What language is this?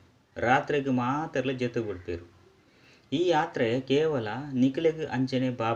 Tulu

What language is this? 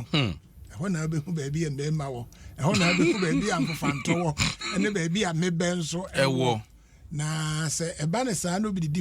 Akan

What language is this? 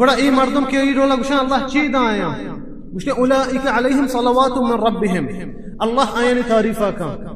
Baluchi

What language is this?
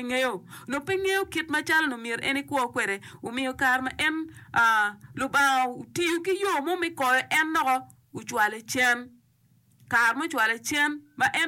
Acoli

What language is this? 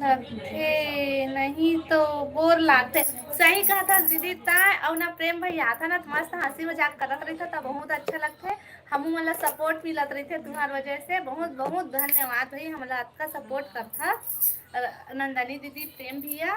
Chhattisgarhi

